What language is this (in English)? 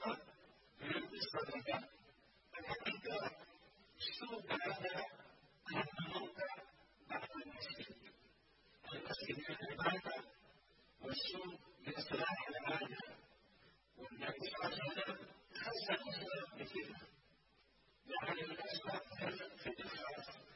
Arabic